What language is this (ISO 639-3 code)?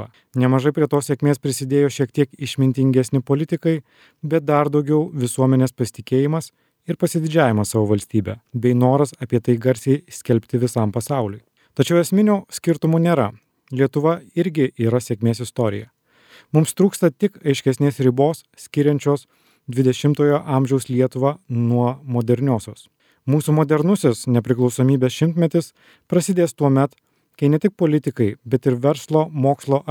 lit